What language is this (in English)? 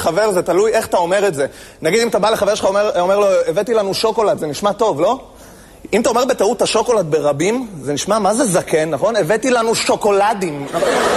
Hebrew